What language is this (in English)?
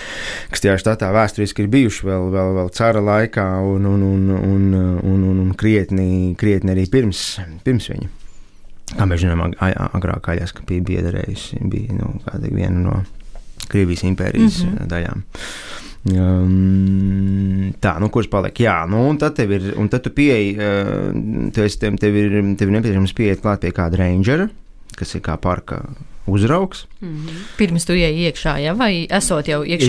Latvian